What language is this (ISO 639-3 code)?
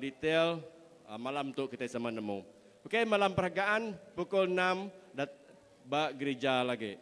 iba